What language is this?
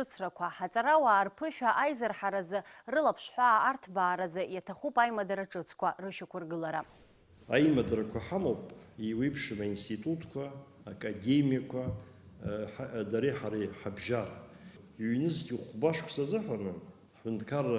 Abkhazian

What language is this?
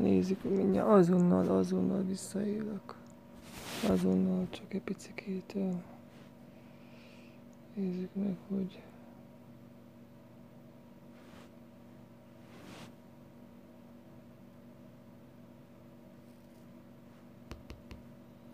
Hungarian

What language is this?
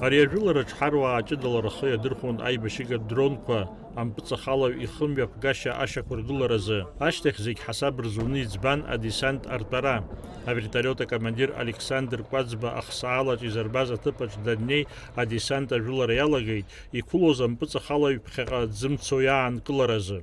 Abkhazian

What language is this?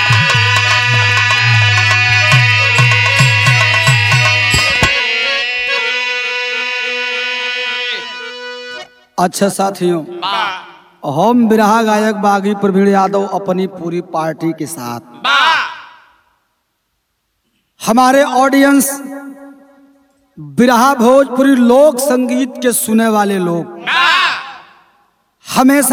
Bhojpuri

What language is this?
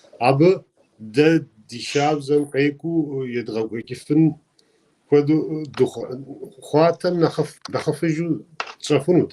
Kabardian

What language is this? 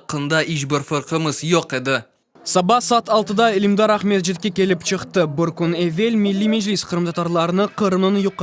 Crimean Tatar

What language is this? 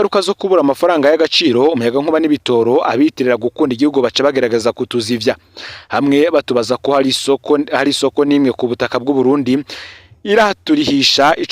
Rundi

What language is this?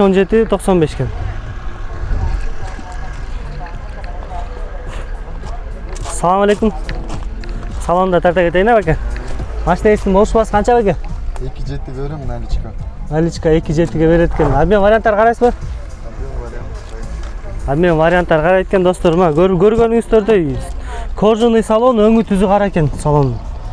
Kyrgyz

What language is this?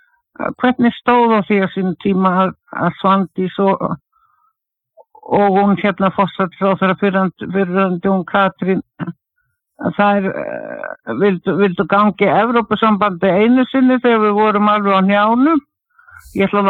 Icelandic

